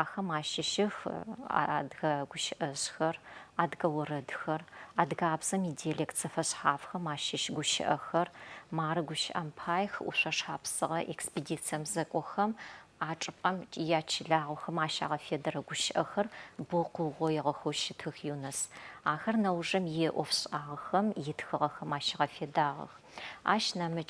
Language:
Adyghe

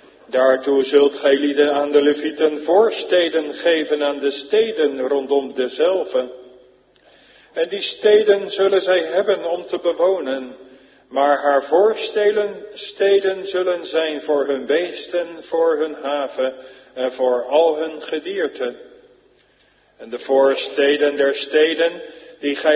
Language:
Dutch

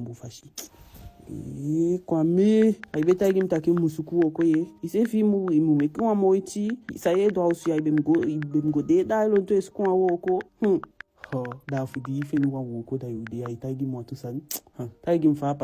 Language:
Eastern Maroon Creole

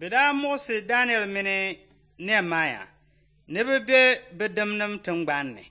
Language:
Dagbani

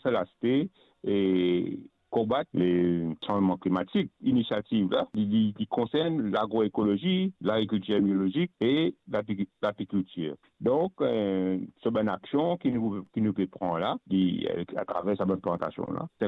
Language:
Morisyen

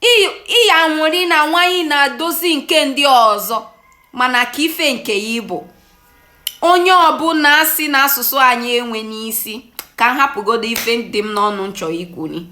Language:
Igbo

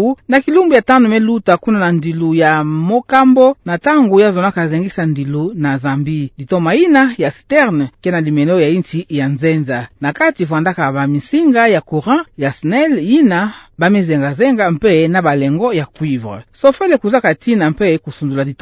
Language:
Kituba (Democratic Republic of Congo)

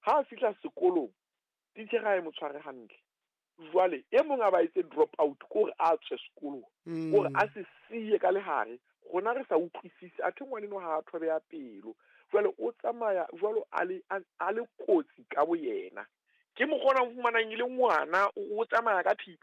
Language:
Southern Sotho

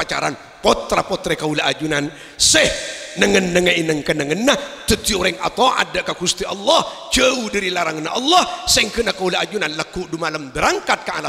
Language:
Madurese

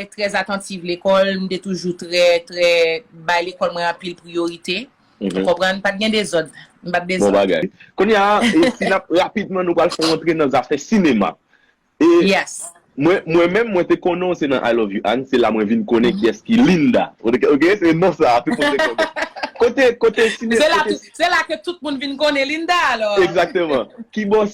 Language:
Haitian Creole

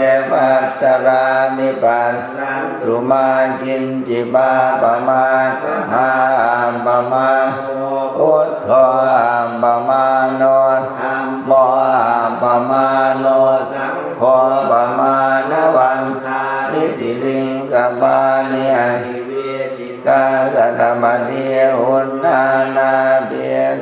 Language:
Pali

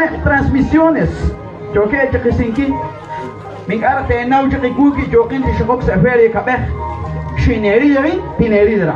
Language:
Kekchí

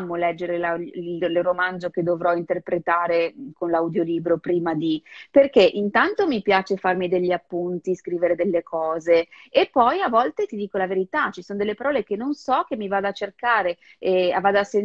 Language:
Italian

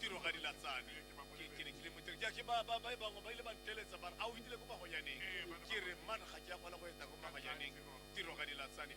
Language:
Tswana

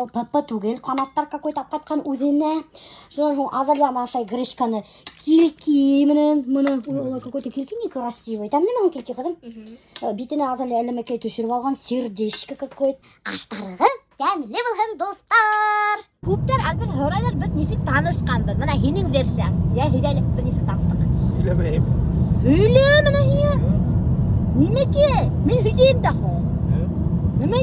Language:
Bashkir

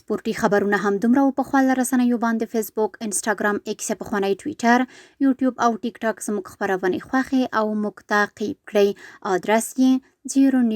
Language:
Pashto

